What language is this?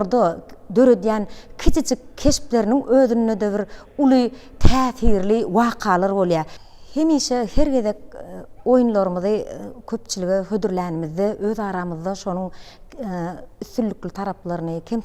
Turkmen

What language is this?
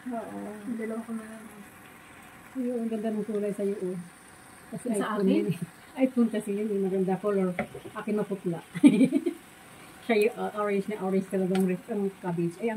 Filipino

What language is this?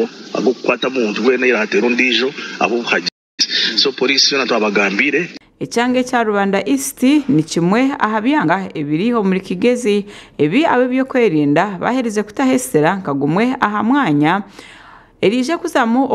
Nyankole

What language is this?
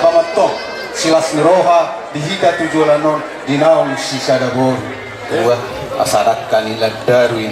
Batak Toba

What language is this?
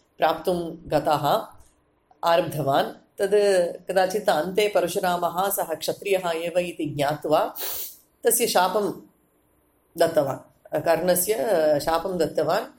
Sanskrit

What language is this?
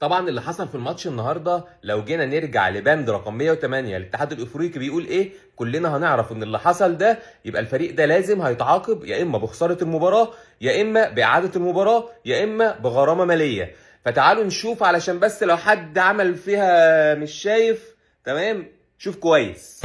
Egyptian Arabic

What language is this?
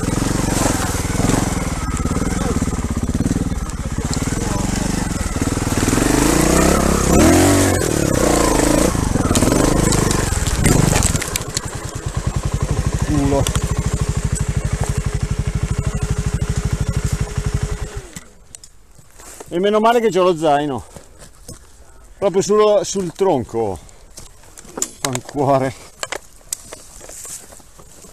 Italian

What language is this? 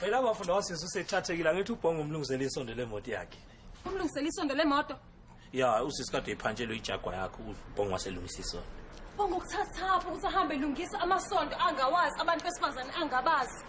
Zulu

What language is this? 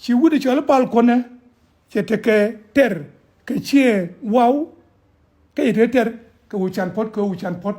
Nuer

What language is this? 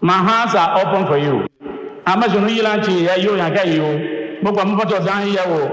Tiv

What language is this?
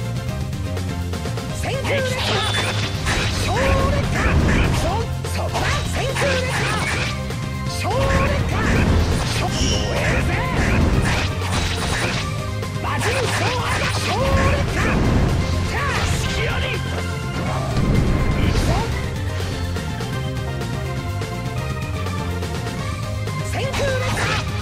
Japanese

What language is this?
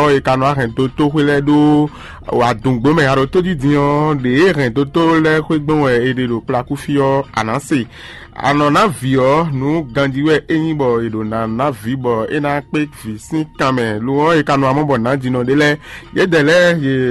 Fon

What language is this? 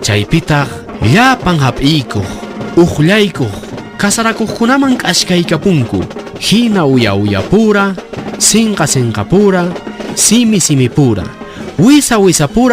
Quechua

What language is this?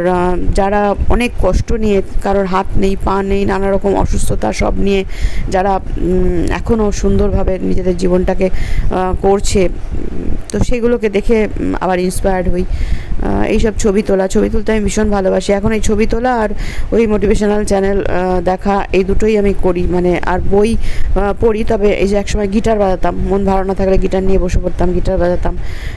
Bangla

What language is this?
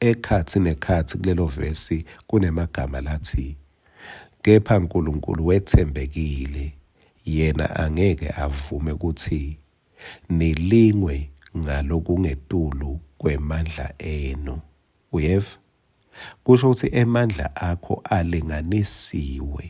Swati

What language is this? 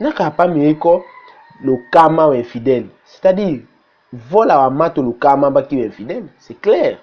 Tetela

